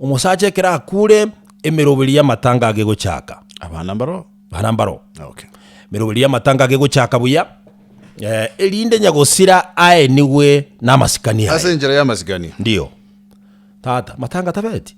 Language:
Gusii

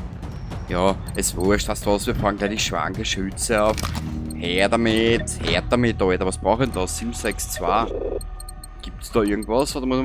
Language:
Bavarian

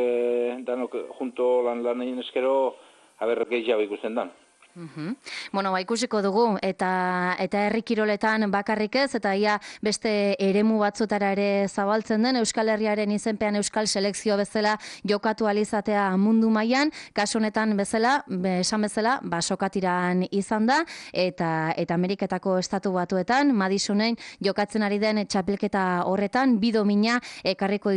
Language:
Basque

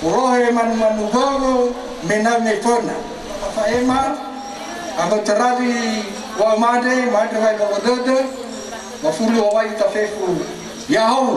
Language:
Nias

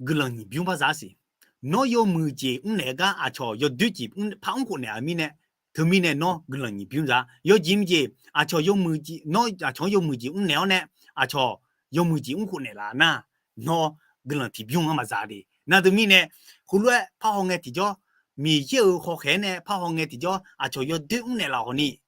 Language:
Akha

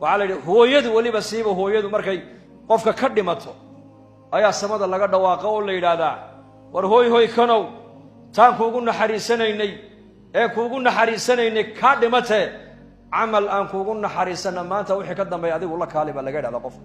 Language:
Somali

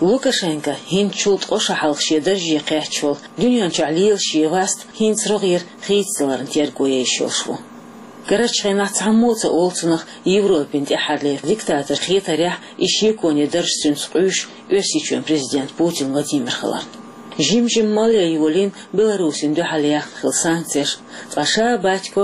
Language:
Chechen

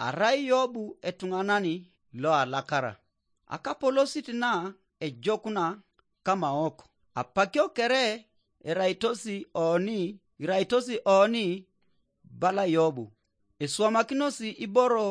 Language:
Teso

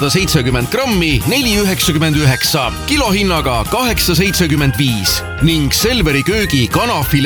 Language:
Estonian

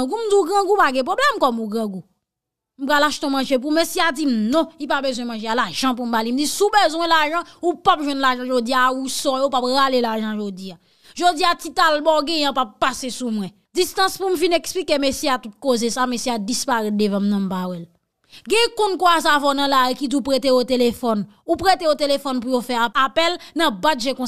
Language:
Haitian Creole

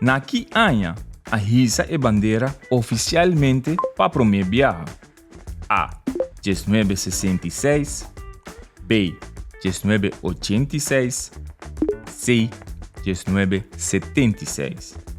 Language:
Papiamento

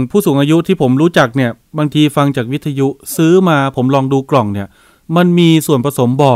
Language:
Thai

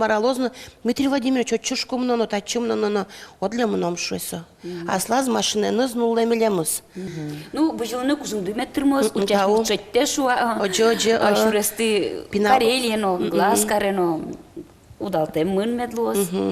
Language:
Udmurt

